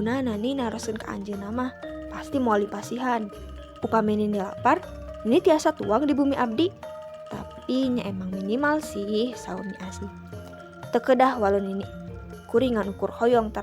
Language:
Sundanese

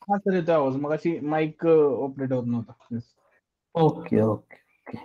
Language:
Marathi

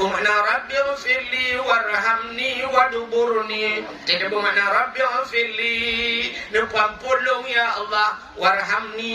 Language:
Achinese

